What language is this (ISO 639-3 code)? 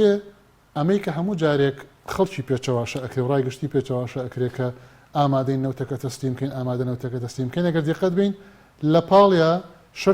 ckb